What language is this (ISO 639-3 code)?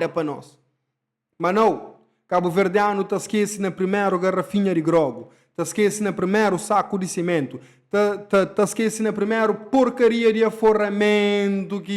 kea